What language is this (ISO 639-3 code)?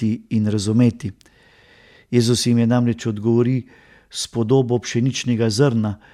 slv